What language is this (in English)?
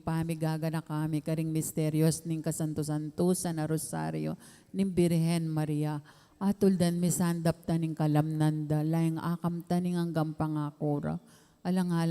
Pampanga